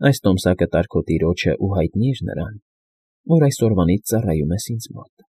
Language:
Armenian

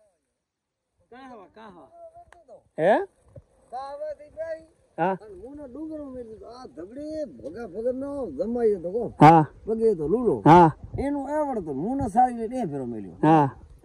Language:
Gujarati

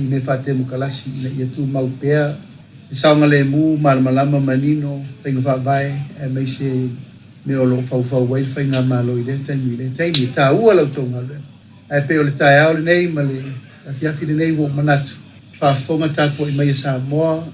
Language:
Samoan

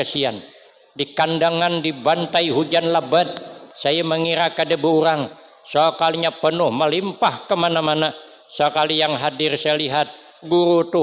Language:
Banjar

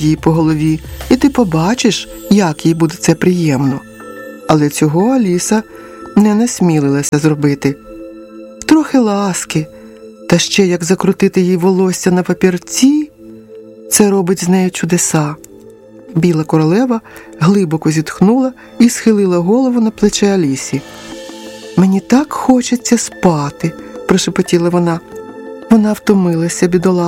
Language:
Ukrainian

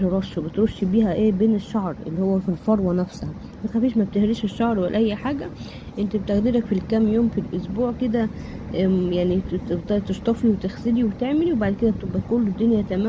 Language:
Egyptian Arabic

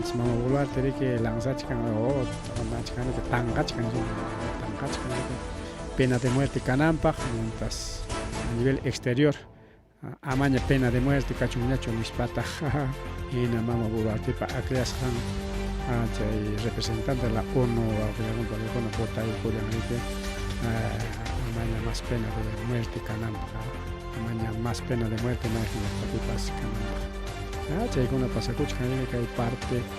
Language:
Ayacucho Quechua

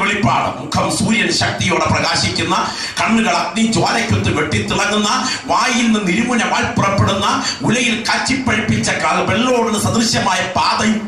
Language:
Malayalam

